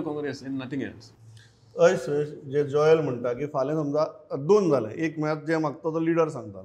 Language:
Konkani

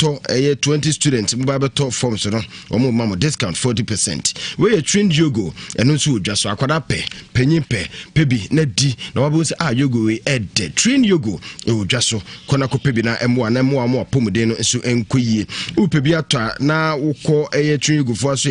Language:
Akan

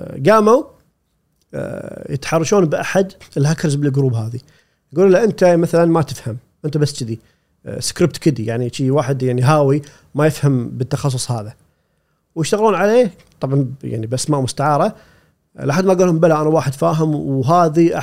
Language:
Gulf Arabic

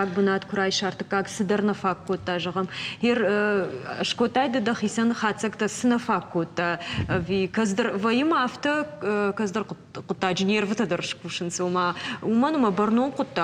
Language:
Ossetic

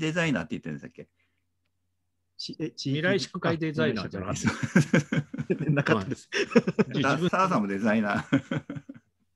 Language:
Japanese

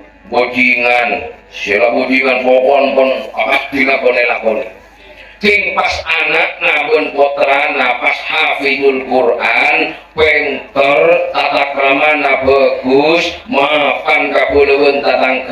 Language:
Madurese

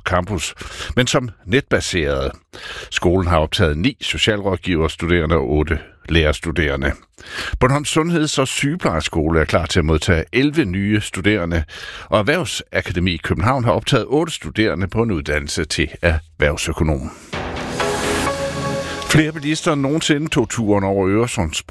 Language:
Danish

